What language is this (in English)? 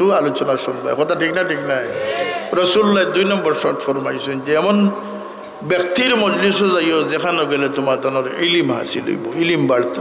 Sylheti